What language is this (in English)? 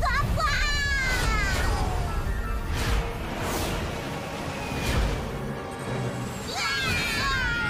Chinese